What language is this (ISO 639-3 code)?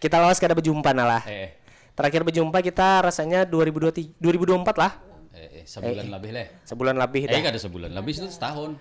bjn